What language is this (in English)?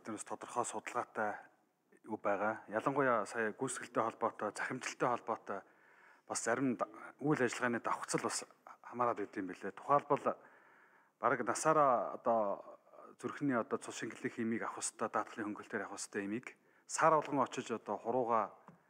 Mongolian